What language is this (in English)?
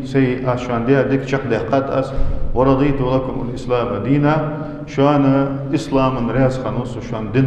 Ingush